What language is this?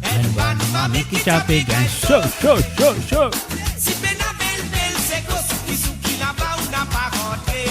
Morisyen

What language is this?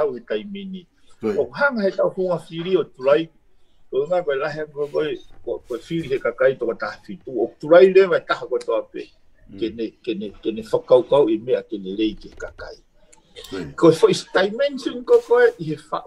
Tongan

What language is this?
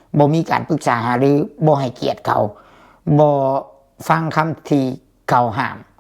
Lao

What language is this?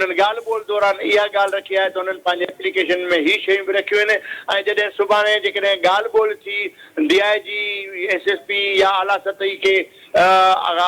Sindhi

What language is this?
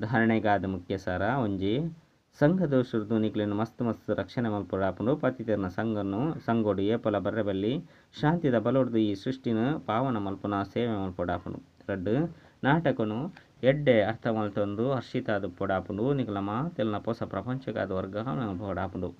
Tulu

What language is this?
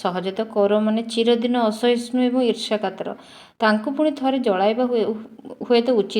Odia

